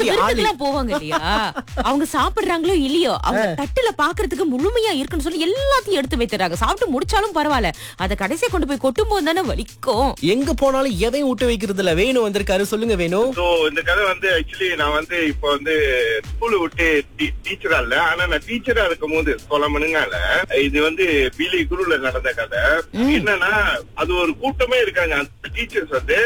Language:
Tamil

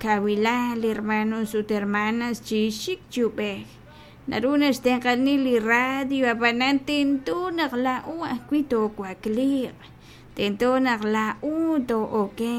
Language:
Kekchí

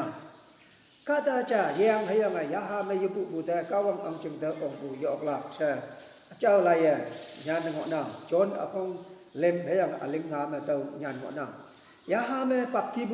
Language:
Konyak Naga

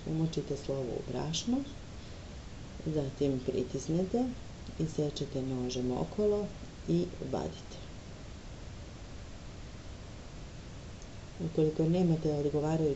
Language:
Serbian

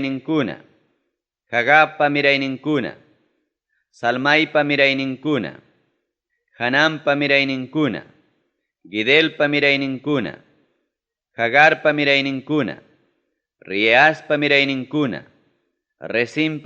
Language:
Ayacucho Quechua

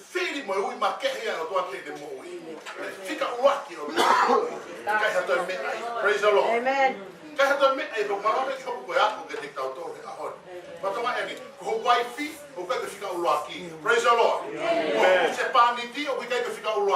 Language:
Tongan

